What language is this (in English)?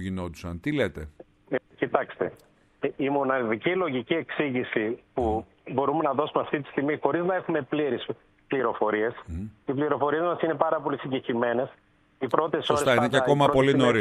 Greek